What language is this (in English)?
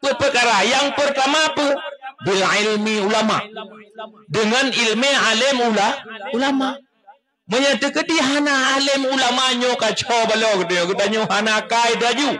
Achinese